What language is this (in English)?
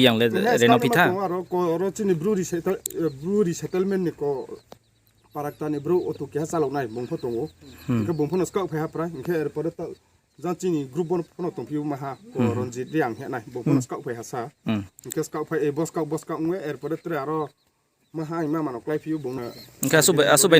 Riang (India)